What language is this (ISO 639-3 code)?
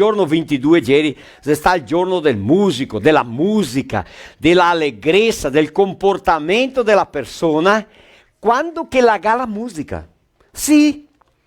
vec